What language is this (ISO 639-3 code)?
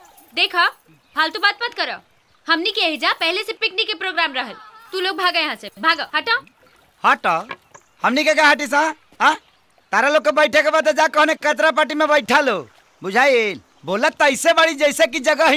bho